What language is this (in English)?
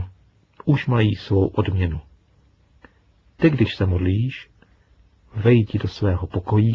Czech